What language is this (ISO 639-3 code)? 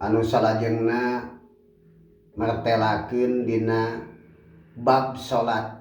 sun